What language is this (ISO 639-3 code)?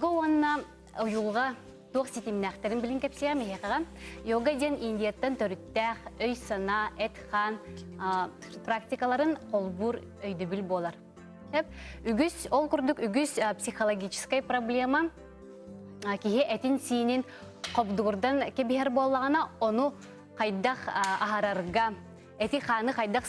sah